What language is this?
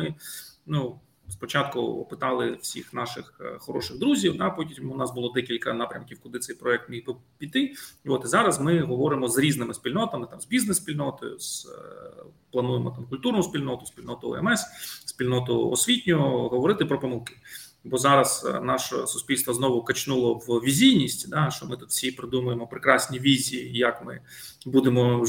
Ukrainian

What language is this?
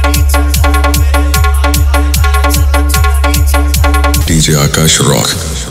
Bhojpuri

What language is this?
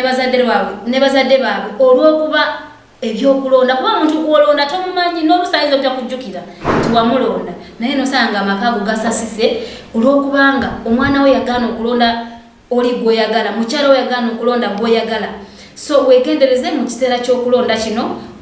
Ganda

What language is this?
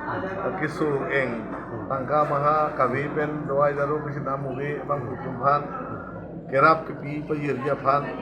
Karbi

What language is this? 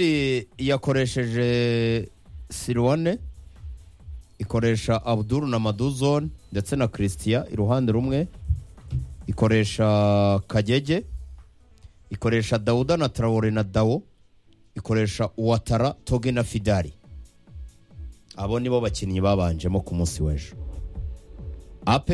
Kinyarwanda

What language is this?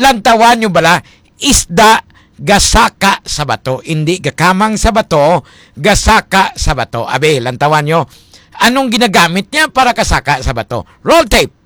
Hiligaynon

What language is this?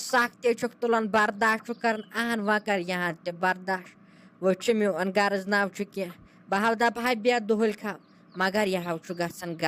Kashmiri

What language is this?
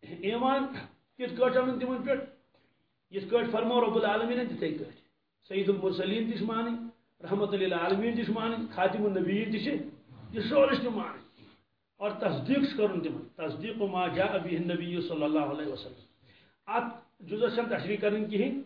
Kashmiri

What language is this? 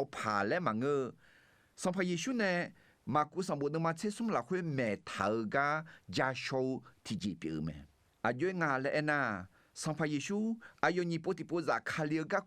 Akha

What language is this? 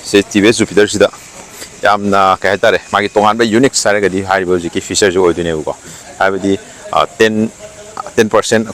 Manipuri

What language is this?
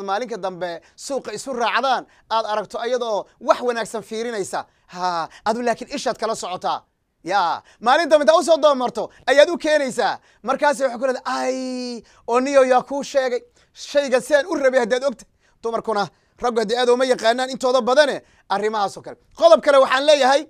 Somali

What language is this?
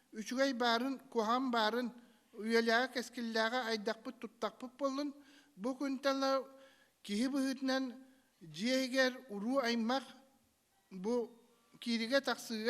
Yakut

